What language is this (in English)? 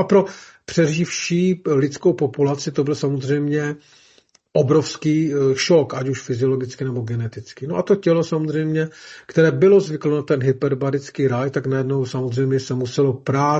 Czech